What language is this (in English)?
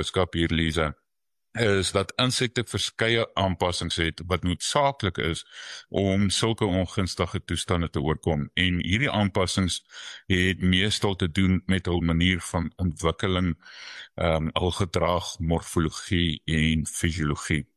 Afrikaans